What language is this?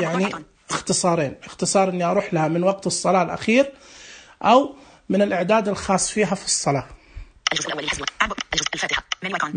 Najdi Arabic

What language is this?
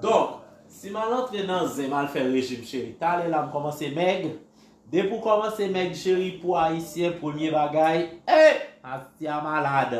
Haitian Creole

